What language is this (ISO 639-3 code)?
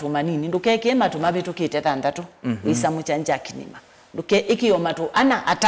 kam